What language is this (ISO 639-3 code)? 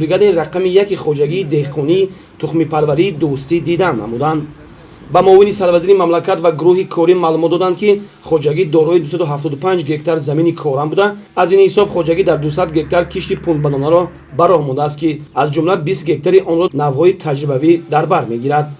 tgk